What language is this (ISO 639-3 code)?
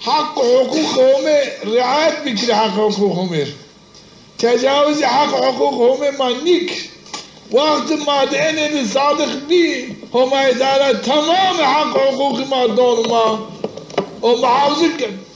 zza